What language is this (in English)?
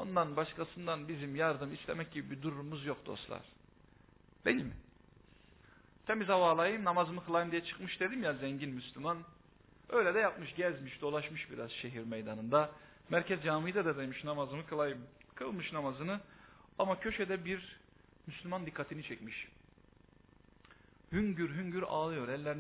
Turkish